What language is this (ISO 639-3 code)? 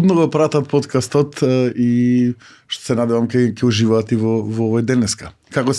mkd